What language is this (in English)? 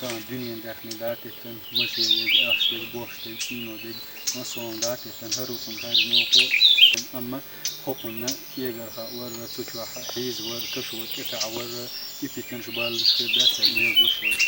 Chechen